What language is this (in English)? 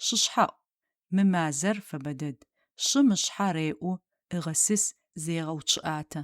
Adyghe